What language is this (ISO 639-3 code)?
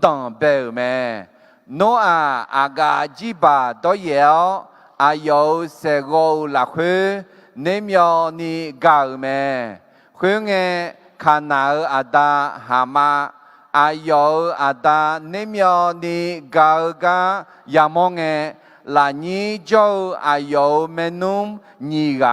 ahk